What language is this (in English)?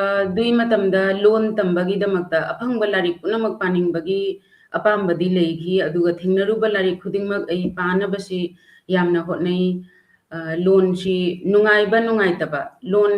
Manipuri